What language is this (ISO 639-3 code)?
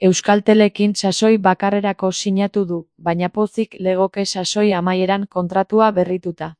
eus